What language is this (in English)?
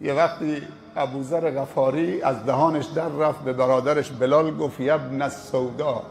Persian